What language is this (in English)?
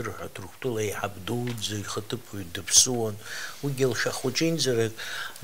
Abkhazian